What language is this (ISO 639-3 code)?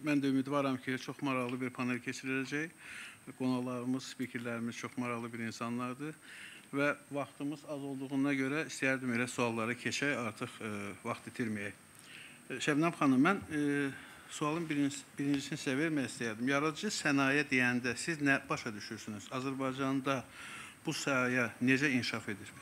aze